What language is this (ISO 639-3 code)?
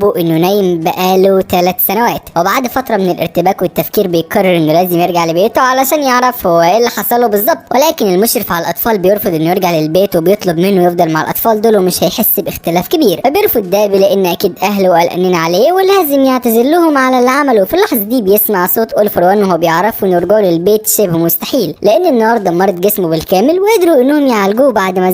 arz